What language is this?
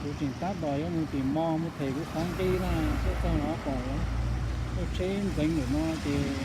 Hmong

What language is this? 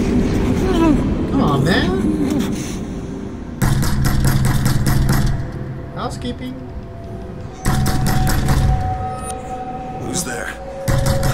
English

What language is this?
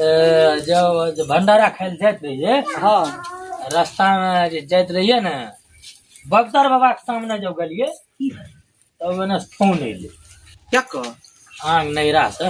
Maithili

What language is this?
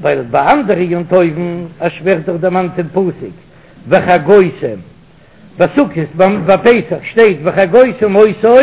Yiddish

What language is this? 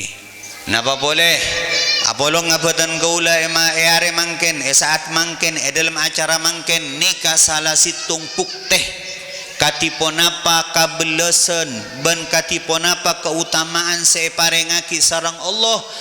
Madurese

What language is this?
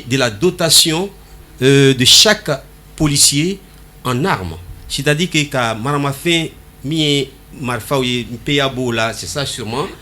Bambara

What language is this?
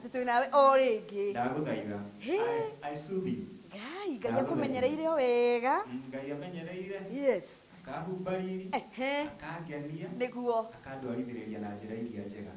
Kikuyu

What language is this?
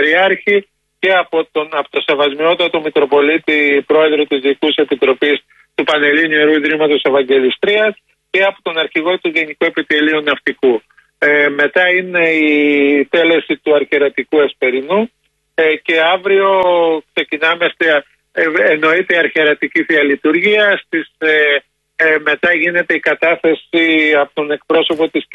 Greek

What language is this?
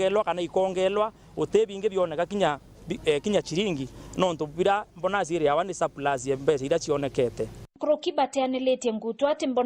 Meru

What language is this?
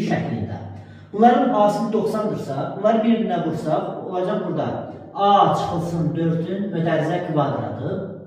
Azerbaijani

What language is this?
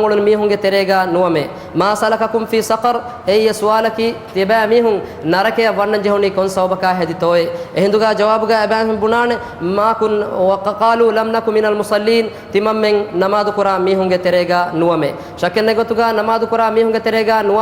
Divehi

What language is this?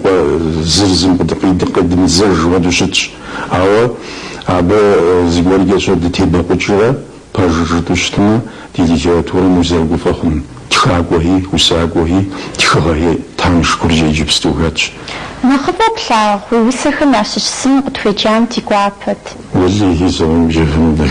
Kabardian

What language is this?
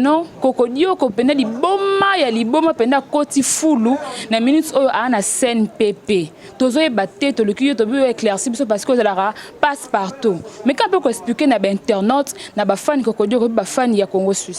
Lingala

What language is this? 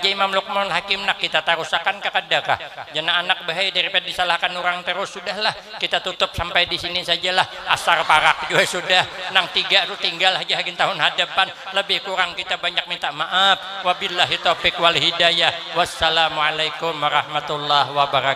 Banjar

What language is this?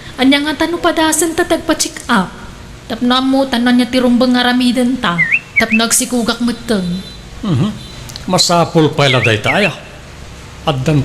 Iloko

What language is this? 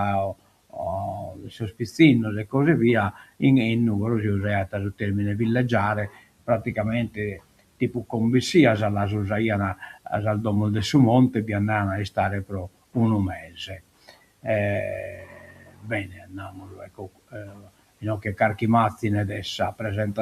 Sardinian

